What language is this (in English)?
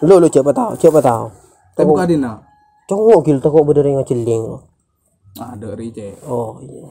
Madurese